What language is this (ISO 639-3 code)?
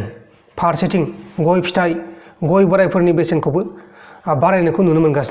brx